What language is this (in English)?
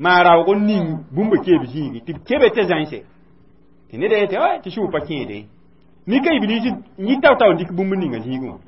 Mossi